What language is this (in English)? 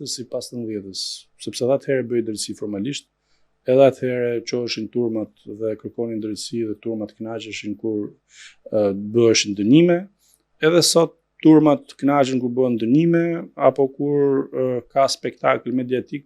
Albanian